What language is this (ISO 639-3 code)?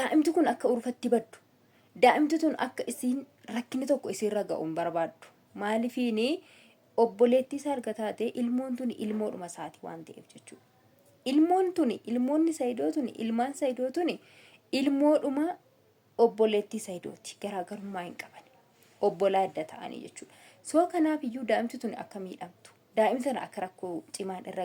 orm